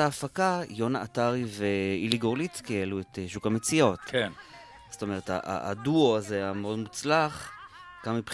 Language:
Hebrew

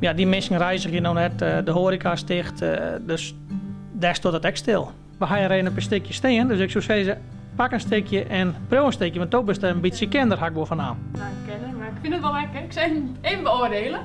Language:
Western Frisian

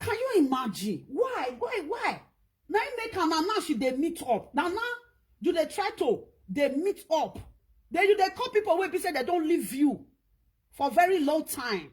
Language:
Nigerian Pidgin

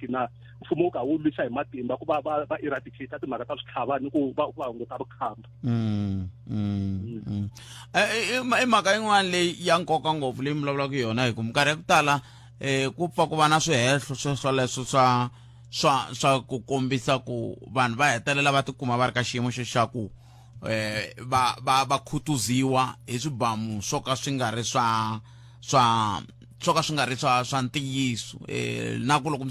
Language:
Tsonga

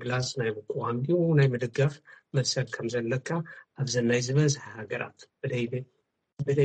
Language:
Tigrinya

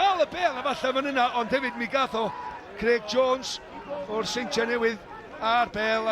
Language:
Welsh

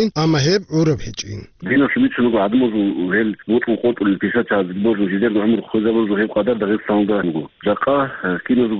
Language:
Avaric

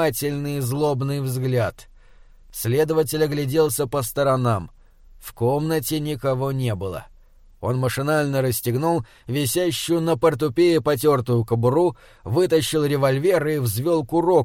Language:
Russian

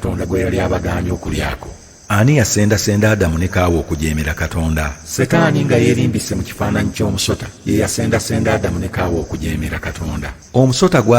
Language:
Ganda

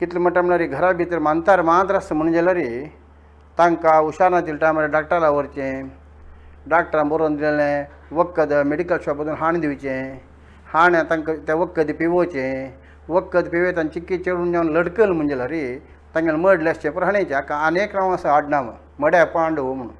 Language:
Konkani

